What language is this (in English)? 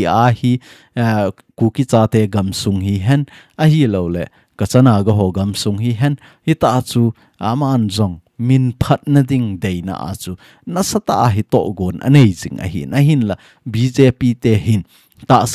Thado Chin